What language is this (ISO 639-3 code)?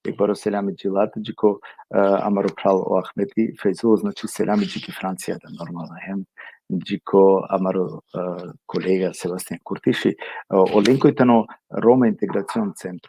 rmn